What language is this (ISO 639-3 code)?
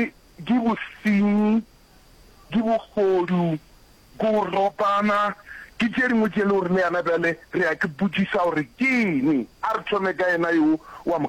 nso